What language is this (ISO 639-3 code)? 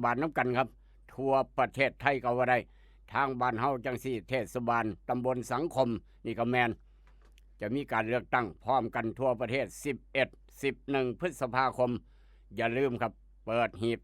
lao